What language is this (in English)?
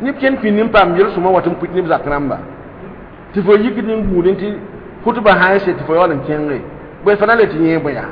Mossi